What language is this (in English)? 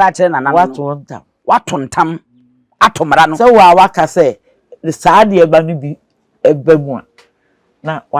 Akan